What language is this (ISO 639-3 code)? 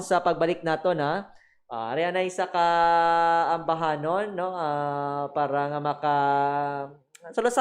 hil